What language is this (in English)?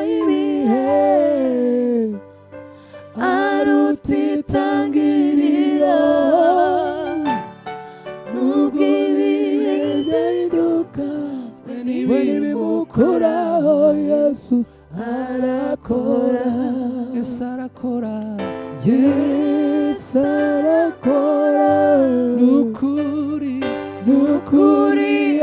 Kinyarwanda